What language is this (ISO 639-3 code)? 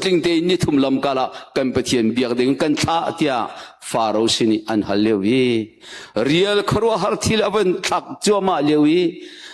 cnh